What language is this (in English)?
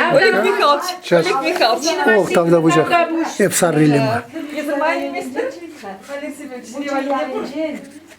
Chuvash